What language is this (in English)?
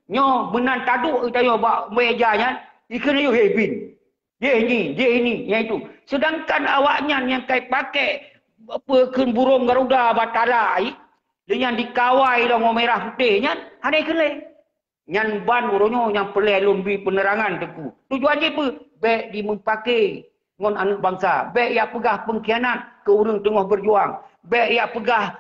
Achinese